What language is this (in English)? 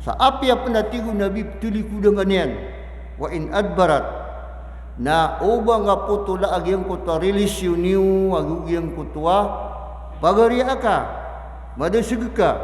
Maranao